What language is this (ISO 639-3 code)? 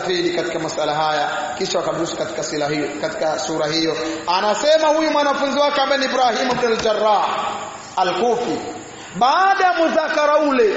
swa